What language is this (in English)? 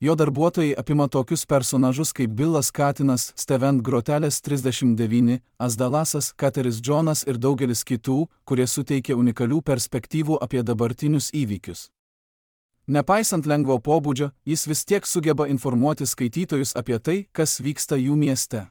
Lithuanian